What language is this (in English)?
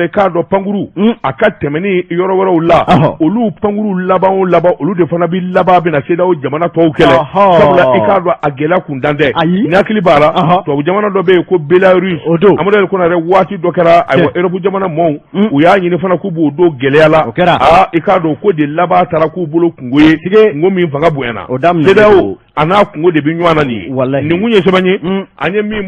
Bambara